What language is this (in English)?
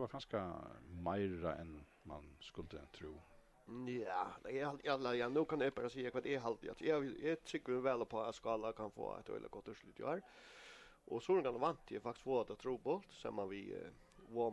Faroese